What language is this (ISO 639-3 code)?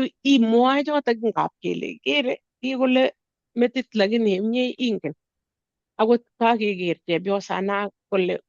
kln